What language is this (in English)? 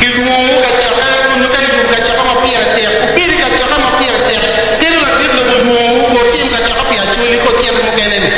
Acoli